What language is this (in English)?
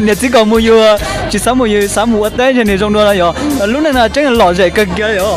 Hmong